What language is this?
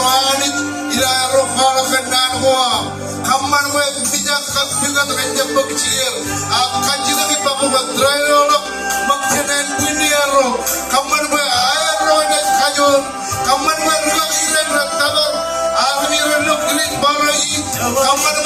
Marshallese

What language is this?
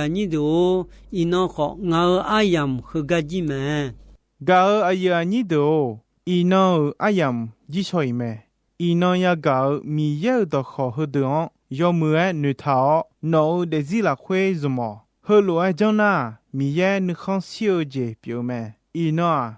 Akha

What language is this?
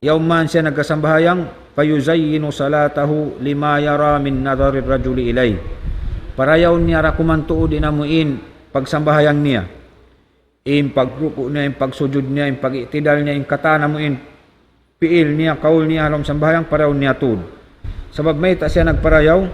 Tausug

